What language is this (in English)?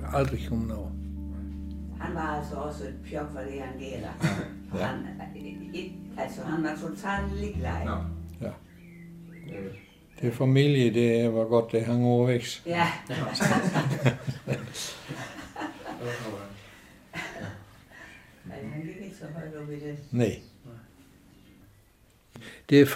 Danish